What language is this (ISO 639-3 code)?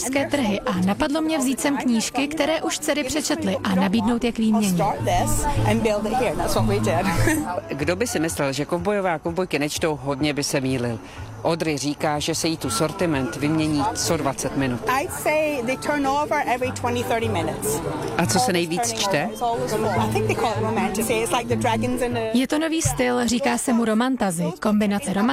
ces